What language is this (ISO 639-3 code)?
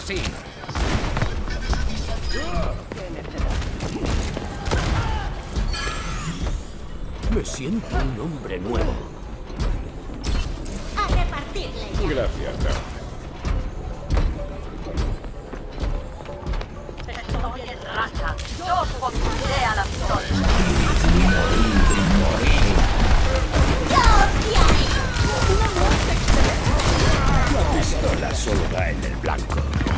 spa